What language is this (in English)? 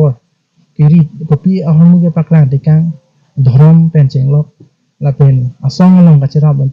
Karbi